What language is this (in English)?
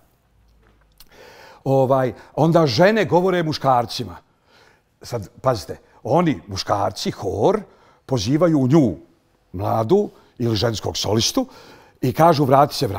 Bosnian